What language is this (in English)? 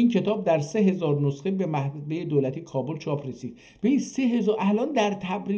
South Azerbaijani